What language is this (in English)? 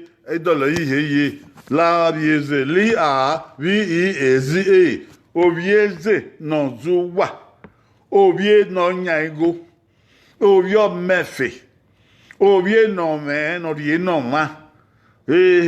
Bini